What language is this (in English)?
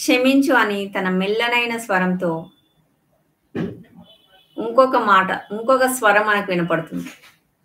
Telugu